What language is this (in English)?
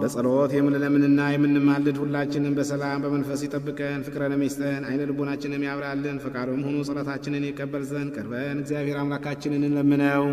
Amharic